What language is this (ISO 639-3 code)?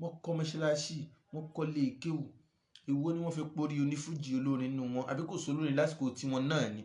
yor